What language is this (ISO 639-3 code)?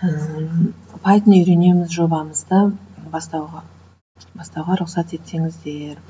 kaz